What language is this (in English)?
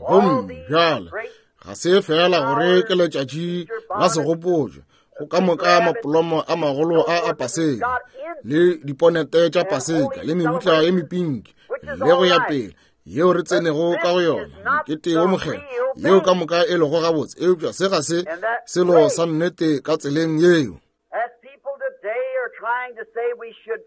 Northern Sotho